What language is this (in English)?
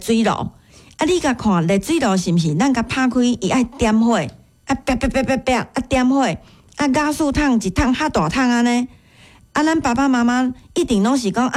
Min Nan Chinese